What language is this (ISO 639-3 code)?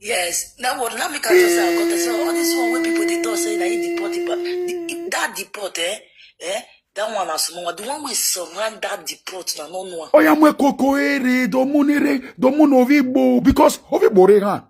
pcm